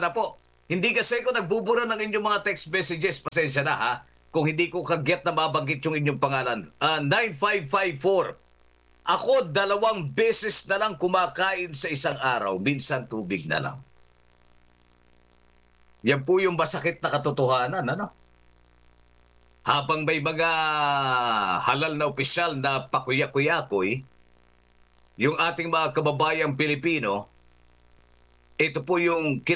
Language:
Filipino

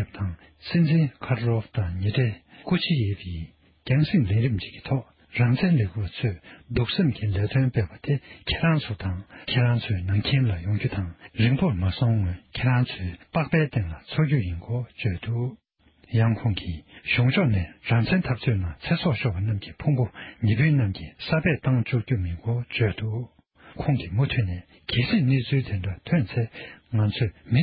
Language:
Tibetan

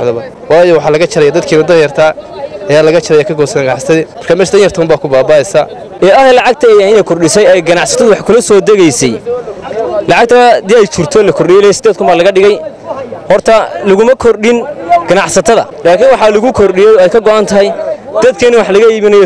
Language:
Somali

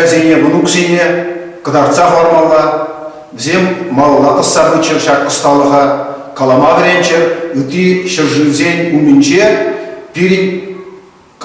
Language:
Chuvash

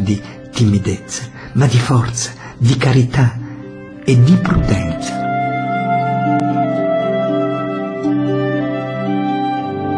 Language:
Italian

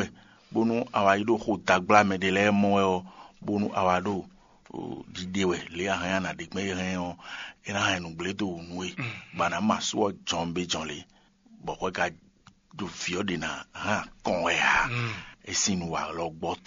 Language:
Fon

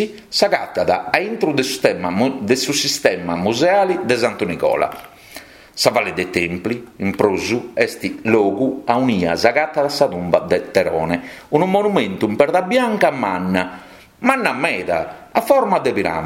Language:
Sardinian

